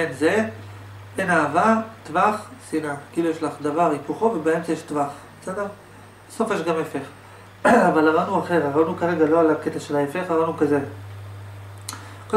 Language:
Hebrew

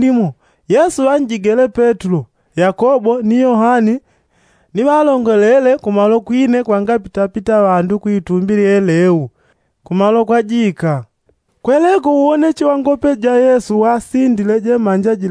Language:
Yao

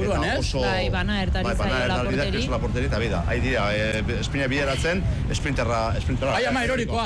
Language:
Basque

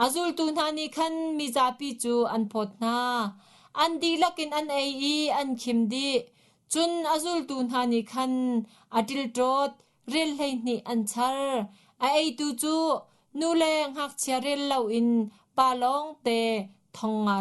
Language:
Hakha Chin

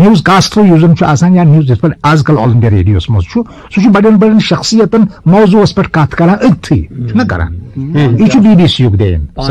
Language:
Kashmiri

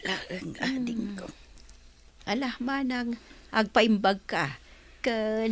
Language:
Iloko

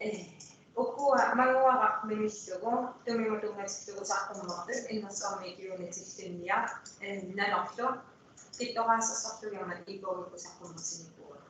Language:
Kalaallisut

